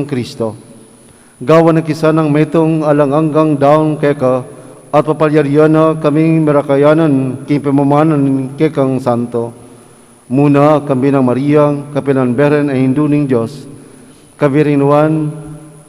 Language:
Pampanga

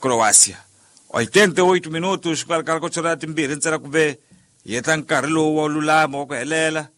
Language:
Tsonga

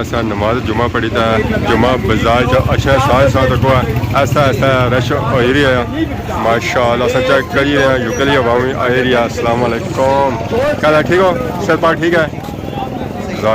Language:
Pahari-Potwari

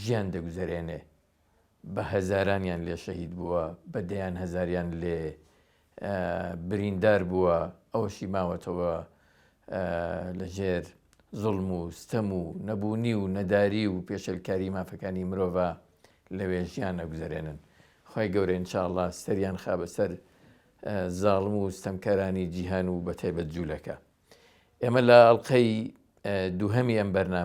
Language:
Central Kurdish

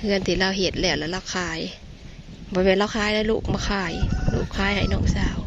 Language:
Northeastern Thai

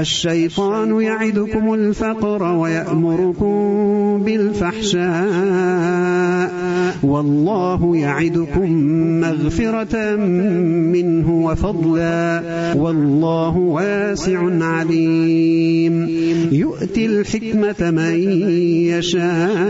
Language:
Arabic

